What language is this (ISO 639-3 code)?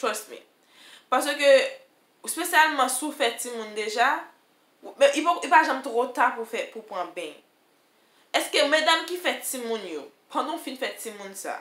hat